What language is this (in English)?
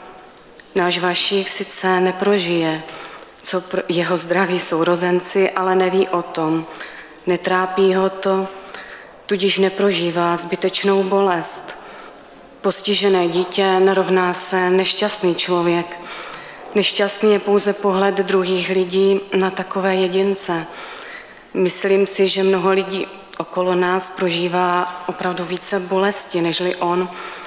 Czech